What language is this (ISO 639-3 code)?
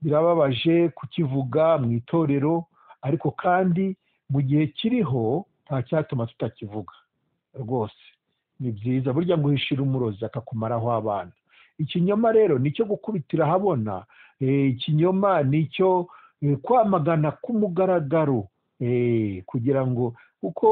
kin